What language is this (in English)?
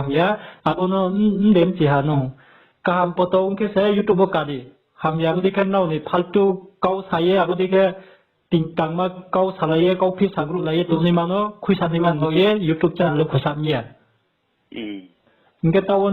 Riang (India)